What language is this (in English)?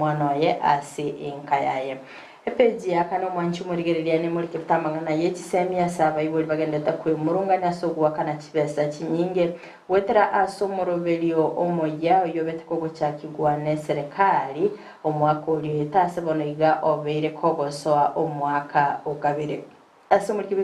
Gusii